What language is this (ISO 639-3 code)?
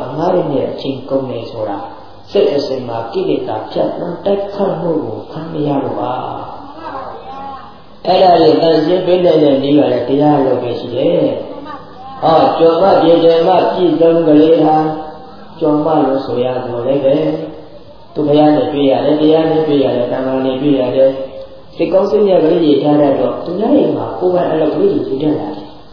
mya